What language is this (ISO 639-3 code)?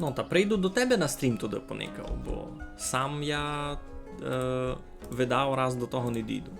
rue